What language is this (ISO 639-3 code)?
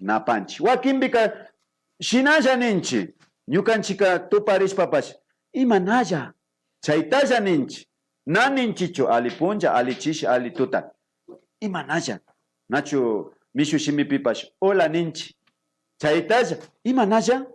qvi